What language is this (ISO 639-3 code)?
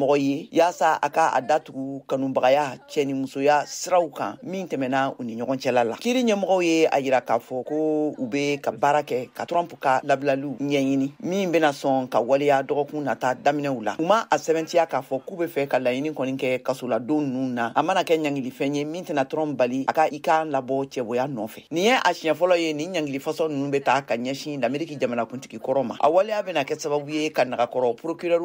bam